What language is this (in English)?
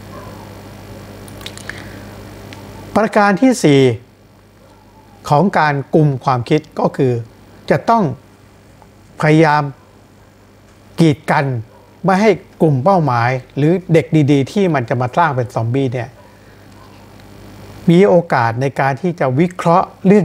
Thai